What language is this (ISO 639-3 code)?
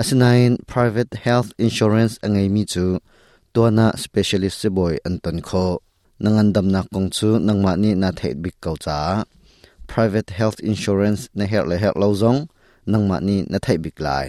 cnh